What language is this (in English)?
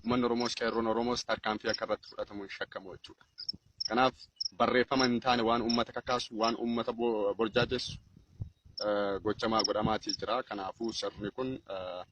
Oromo